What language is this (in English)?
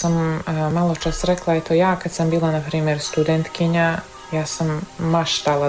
Croatian